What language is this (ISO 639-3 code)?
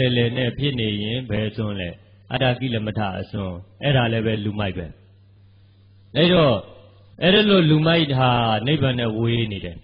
mya